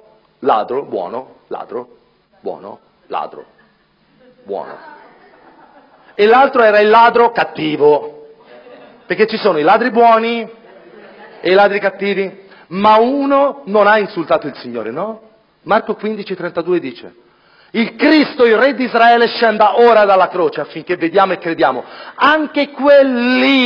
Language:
Italian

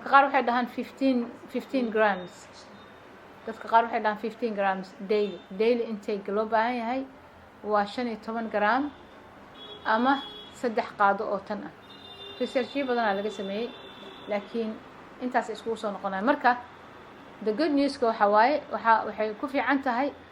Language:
Somali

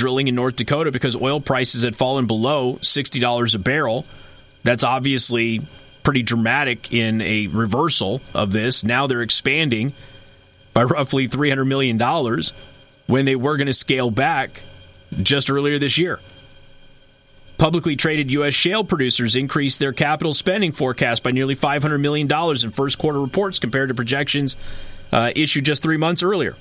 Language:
English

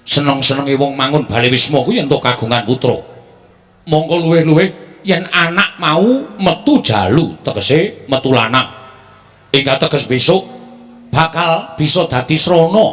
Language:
Javanese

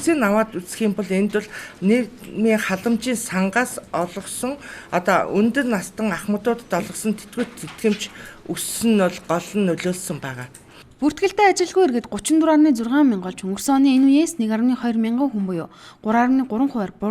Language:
Mongolian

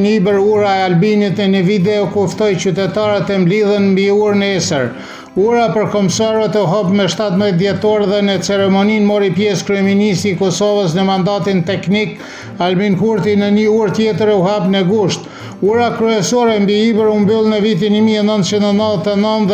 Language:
Albanian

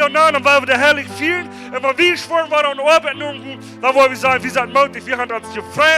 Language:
Plautdietsch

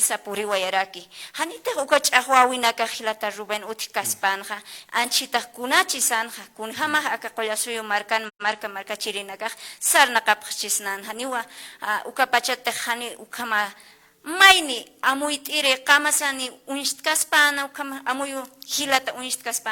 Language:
Aymara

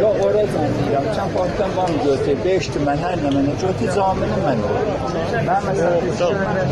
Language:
South Azerbaijani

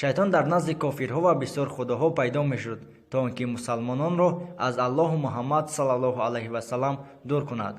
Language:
Tajik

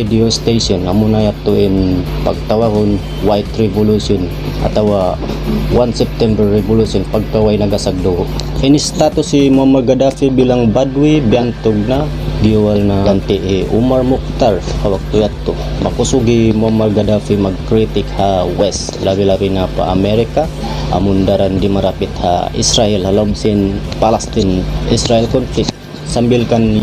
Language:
Tausug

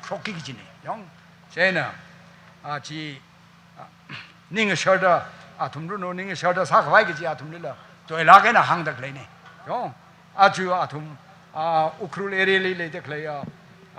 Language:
Tangkhul Naga (India)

